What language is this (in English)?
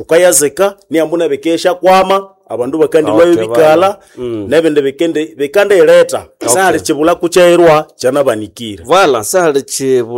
Nande